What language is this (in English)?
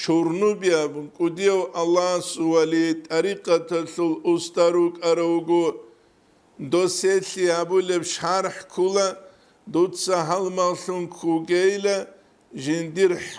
Avaric